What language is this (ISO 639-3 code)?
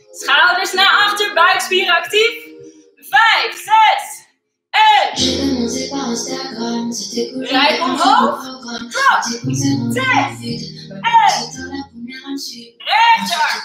nld